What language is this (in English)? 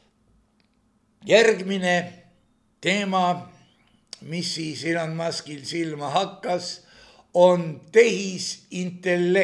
Estonian